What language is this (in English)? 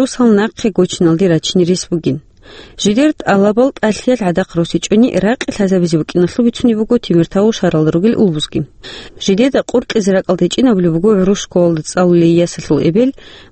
Avaric